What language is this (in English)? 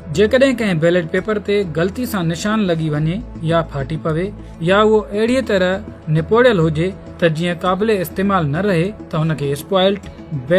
Sindhi